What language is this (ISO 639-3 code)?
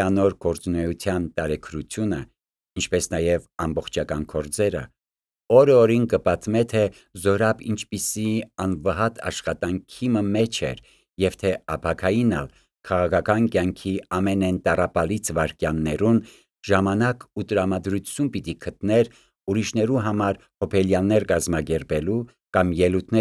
hye